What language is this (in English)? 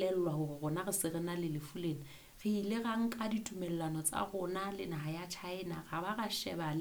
Southern Sotho